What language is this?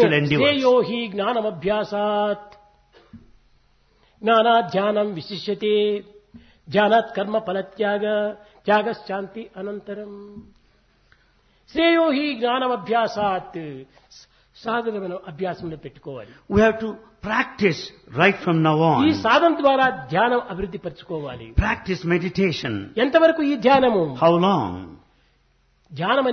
Telugu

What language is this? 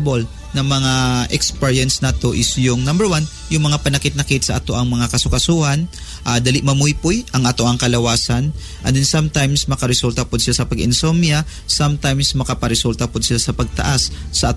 Cebuano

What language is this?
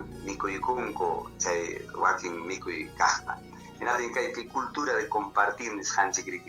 Ayacucho Quechua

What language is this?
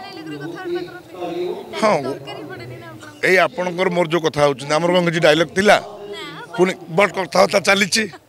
Odia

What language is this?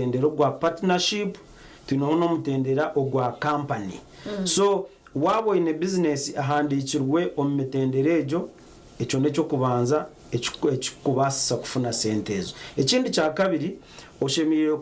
Nyankole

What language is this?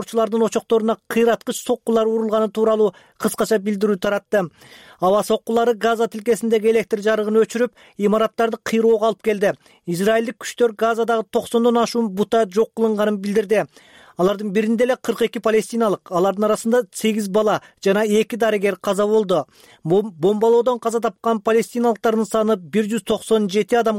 Kyrgyz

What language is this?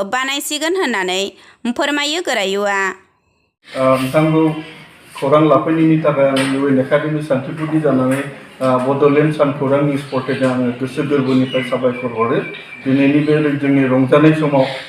Bodo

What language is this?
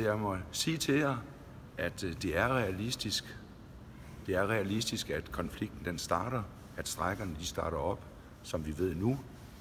Danish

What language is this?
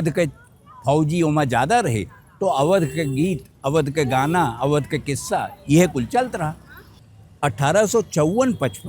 Awadhi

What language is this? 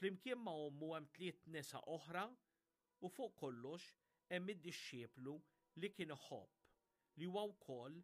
Maltese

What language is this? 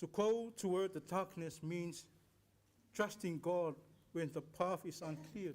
Samoan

